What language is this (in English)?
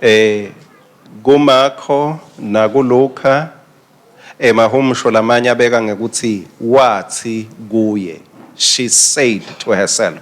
Swati